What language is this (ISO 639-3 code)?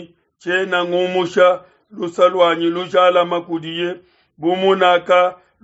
lua